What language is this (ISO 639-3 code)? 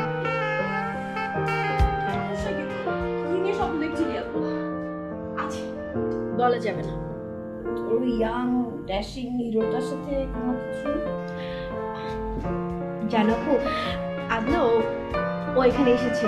ben